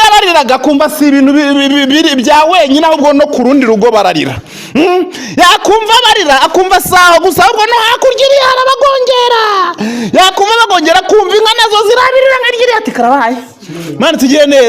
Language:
Kinyarwanda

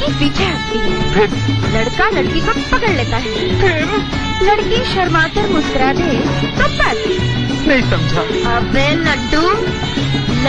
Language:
Hindi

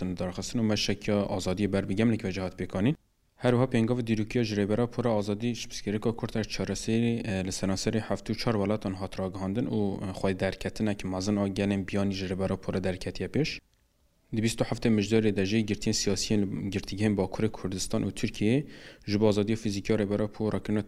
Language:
Kurdish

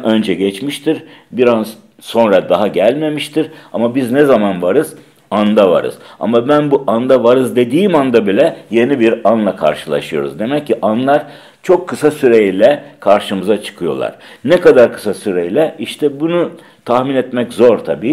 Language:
Turkish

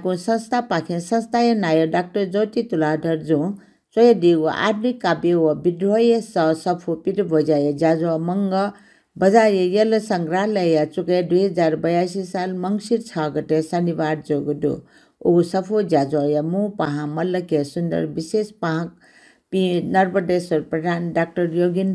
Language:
Newari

